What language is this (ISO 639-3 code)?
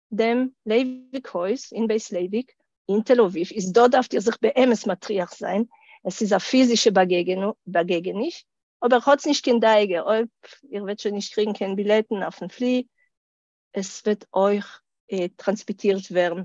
yid